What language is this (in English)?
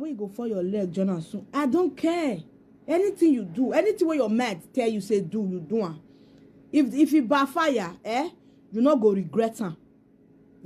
Nigerian Pidgin